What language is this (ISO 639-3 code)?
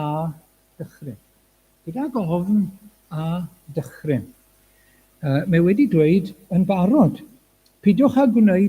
cym